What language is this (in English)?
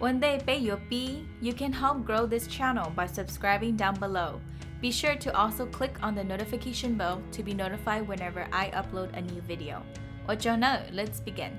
Hmong